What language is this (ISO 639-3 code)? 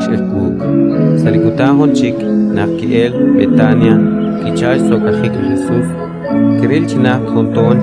kek